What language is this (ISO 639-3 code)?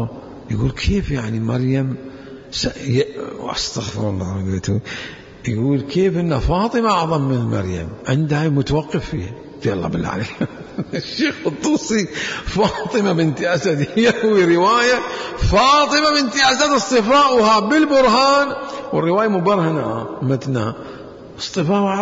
acm